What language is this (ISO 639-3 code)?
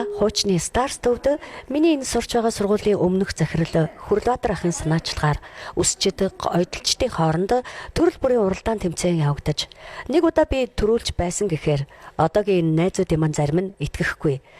mon